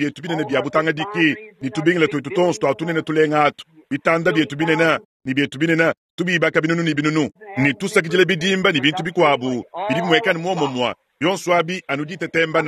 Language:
Luba-Lulua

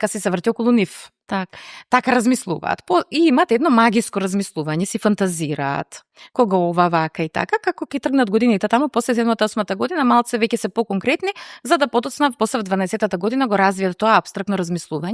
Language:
Macedonian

